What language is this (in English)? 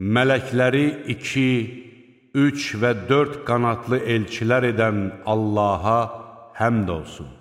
Azerbaijani